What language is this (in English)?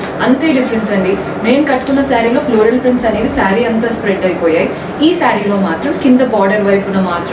Telugu